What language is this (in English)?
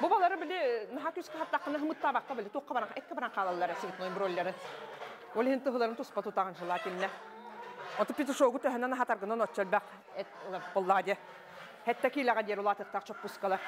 Yakut